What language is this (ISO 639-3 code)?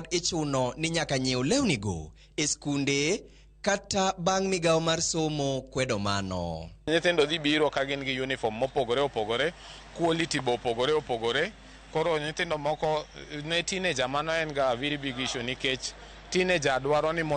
luo